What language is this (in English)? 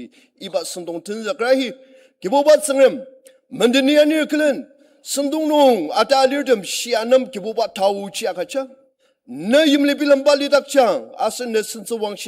Ao Naga